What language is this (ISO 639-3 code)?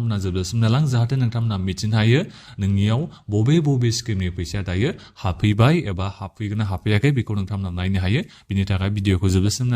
brx